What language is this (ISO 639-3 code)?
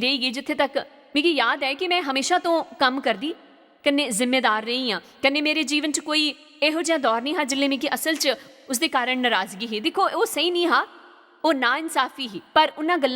doi